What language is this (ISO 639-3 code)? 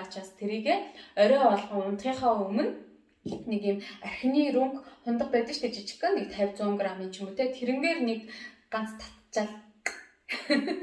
mon